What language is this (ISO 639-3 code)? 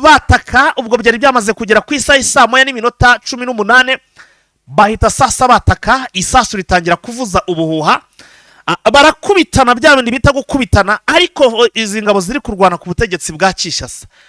kin